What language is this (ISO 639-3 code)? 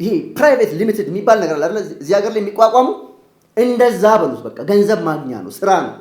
amh